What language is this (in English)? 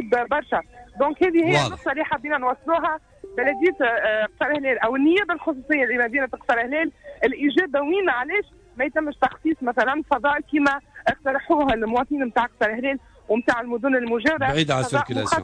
Tunisian Arabic